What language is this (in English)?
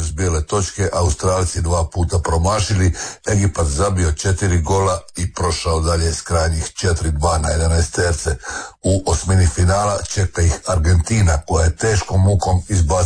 Croatian